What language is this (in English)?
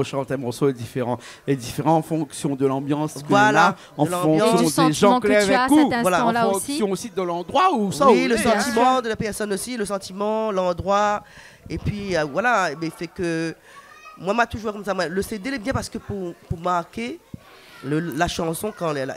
Réunion Creole French